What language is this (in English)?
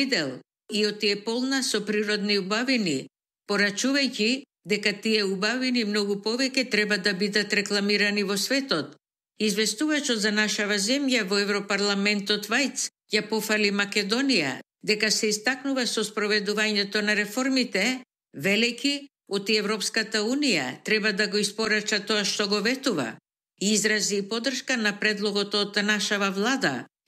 Macedonian